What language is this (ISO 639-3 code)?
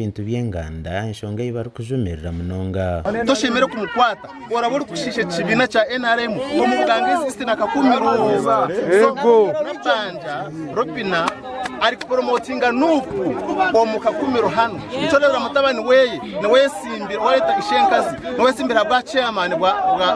nyn